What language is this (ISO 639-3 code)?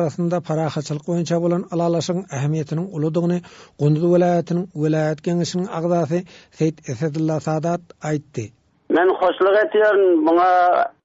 tuk